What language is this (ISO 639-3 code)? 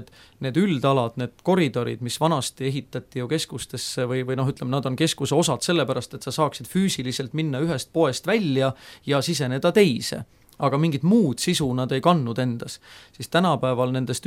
est